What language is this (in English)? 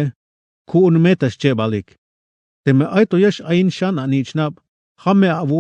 Tzeltal